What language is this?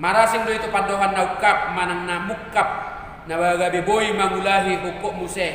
Batak Toba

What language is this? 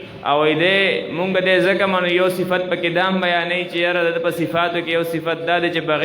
Pashto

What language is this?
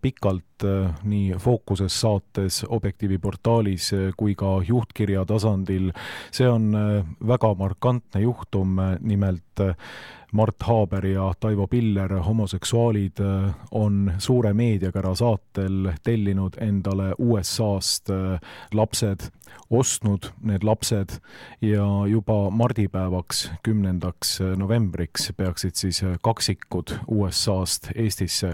Estonian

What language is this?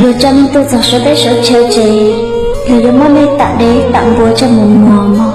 Hmong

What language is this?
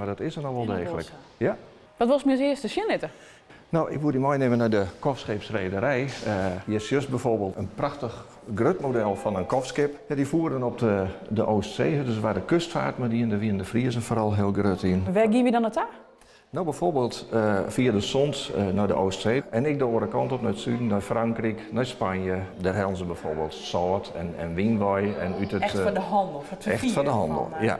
Western Frisian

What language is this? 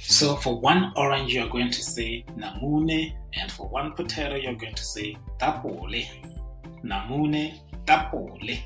Tswana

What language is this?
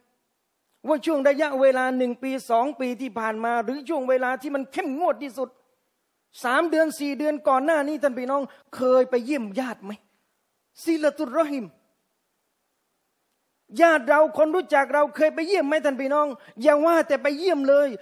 Thai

